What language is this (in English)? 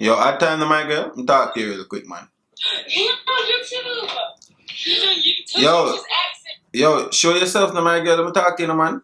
Jamaican Creole English